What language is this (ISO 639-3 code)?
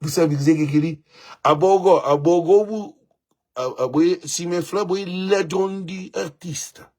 kea